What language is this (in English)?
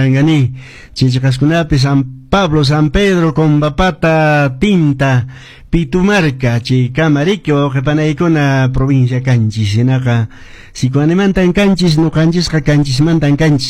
Quechua